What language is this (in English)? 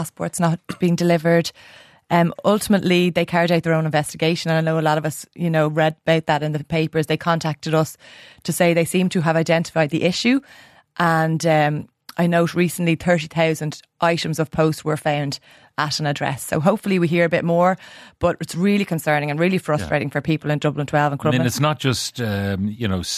English